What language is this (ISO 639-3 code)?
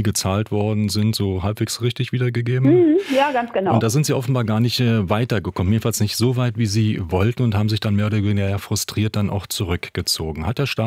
deu